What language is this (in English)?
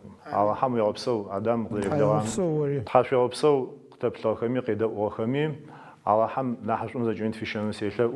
Adyghe